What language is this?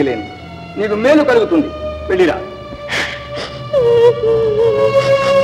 Telugu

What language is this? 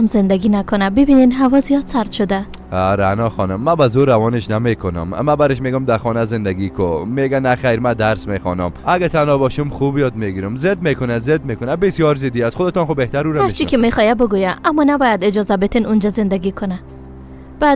Persian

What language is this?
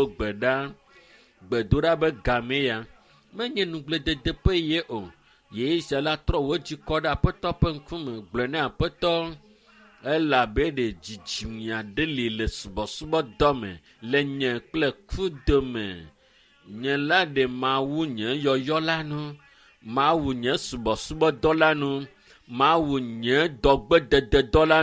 Ewe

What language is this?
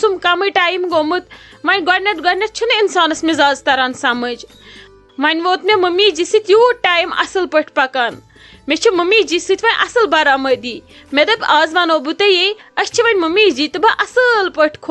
Kashmiri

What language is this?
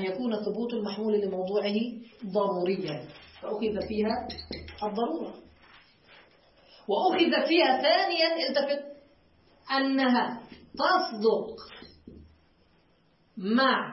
Arabic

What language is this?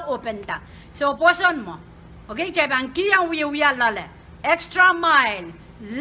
Pohnpeian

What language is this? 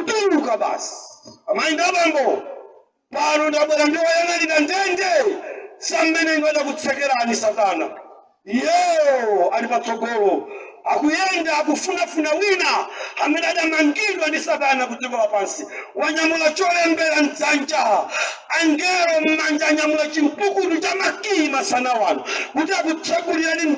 Nyanja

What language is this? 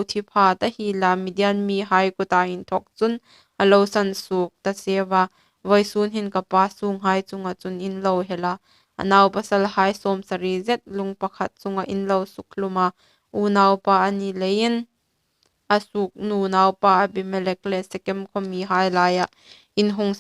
Hmar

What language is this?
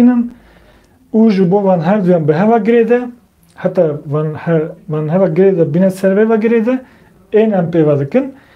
Kurdish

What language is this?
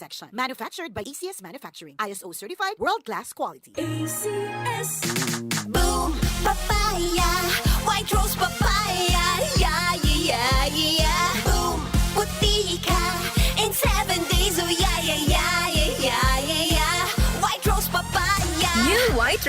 Bikol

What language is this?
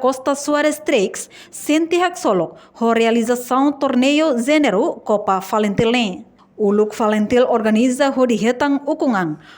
Tetum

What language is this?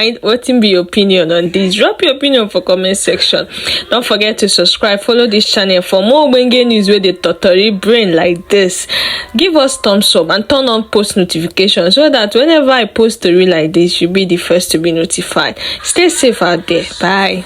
Nigerian Pidgin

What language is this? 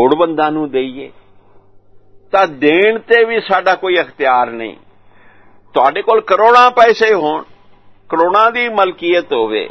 Punjabi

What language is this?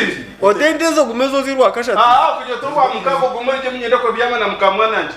Nyankole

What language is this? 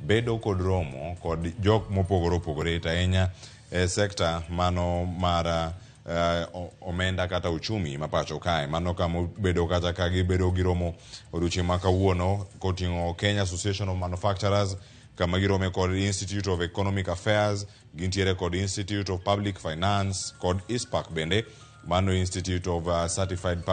Luo (Kenya and Tanzania)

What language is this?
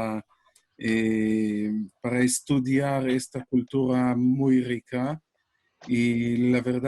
Ladino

